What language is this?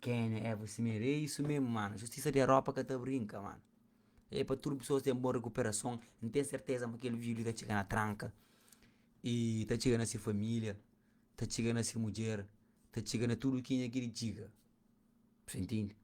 Kabuverdianu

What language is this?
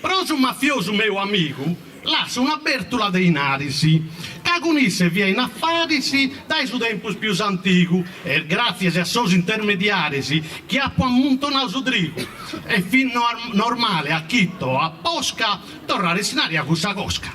Sardinian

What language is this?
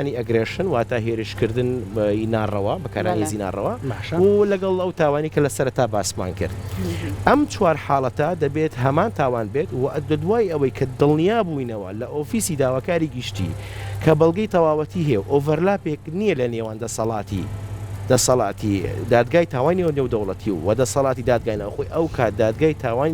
Central Kurdish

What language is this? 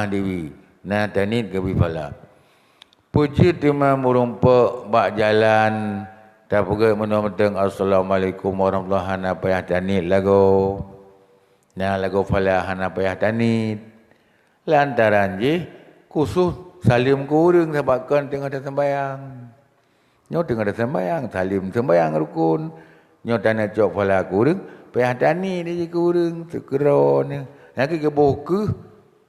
Achinese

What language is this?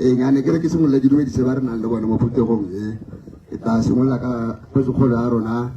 Tswana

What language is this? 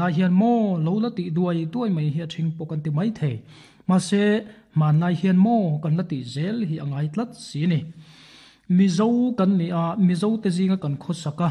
Mizo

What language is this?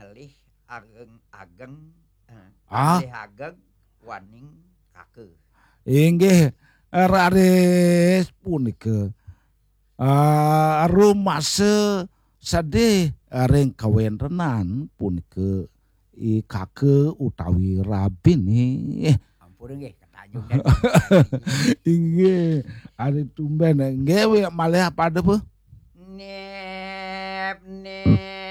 Balinese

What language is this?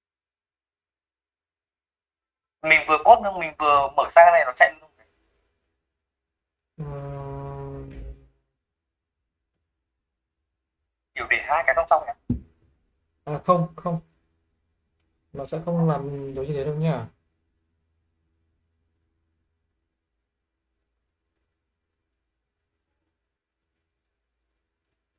Vietnamese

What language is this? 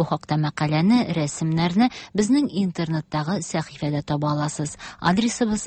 Tatar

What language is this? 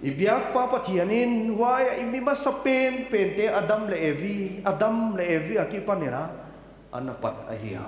Paite Chin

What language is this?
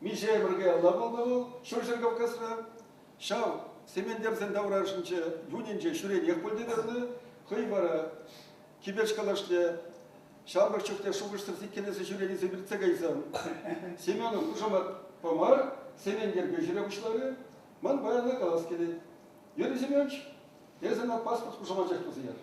Chuvash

